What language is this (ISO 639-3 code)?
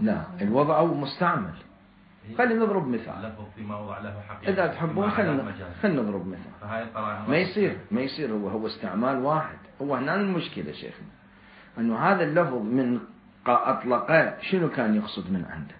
acm